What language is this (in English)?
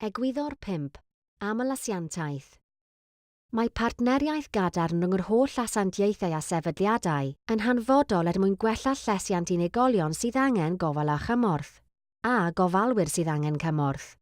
Welsh